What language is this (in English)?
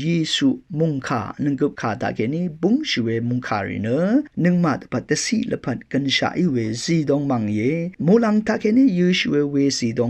Rawang